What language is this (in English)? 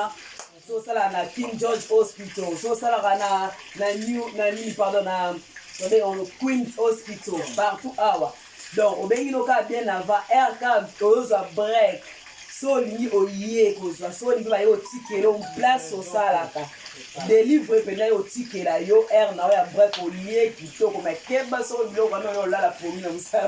Lingala